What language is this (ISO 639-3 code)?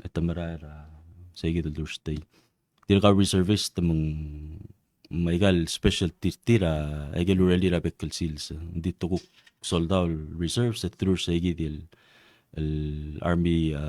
pau